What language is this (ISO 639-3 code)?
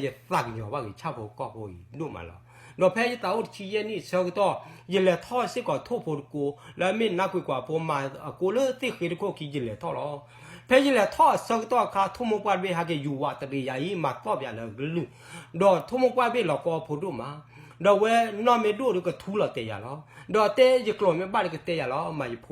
ksw